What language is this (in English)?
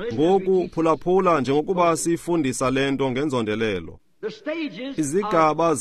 Xhosa